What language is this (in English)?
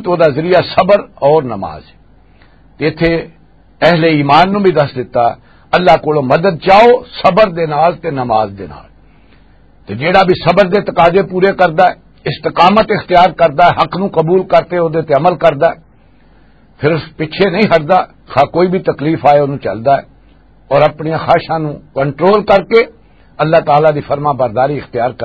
Western Panjabi